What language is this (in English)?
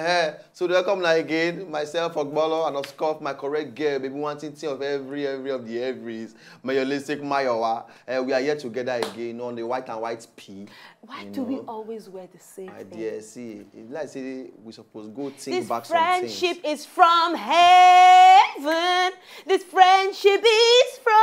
Nigerian Pidgin